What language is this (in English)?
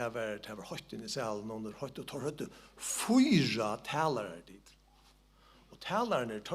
Faroese